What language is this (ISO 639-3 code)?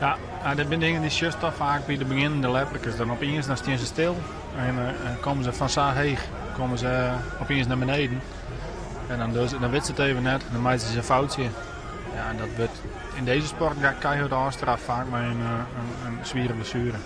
fry